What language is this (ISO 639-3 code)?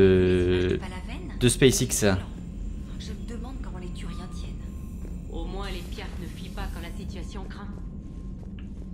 fra